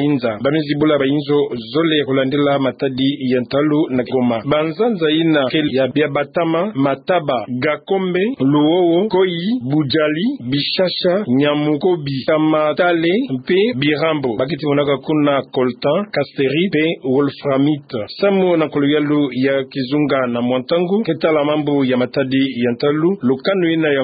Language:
Kituba (Democratic Republic of Congo)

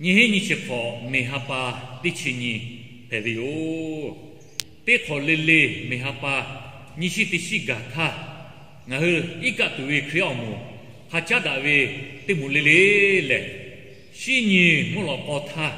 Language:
Lahu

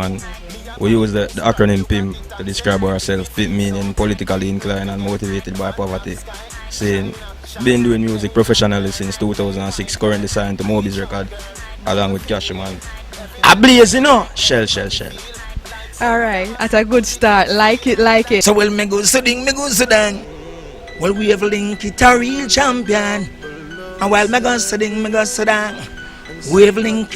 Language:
Jamaican Creole English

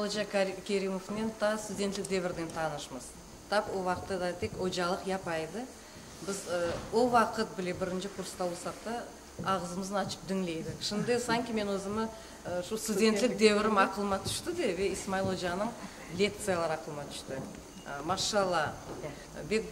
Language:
Crimean Tatar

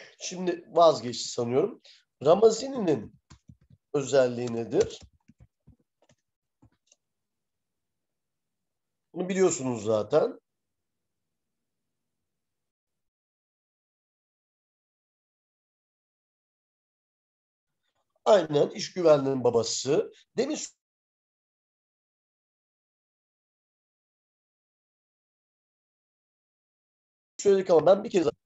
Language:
Turkish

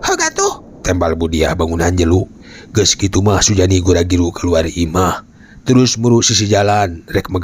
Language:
Sundanese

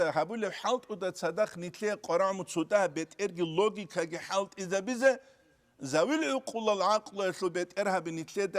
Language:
Avaric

